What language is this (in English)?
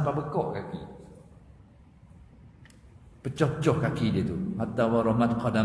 Malay